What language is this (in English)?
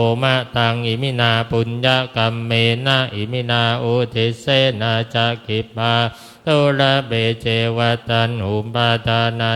Pali